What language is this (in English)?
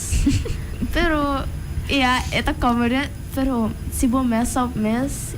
Papiamento